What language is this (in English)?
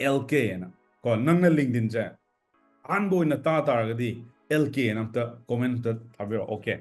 Manipuri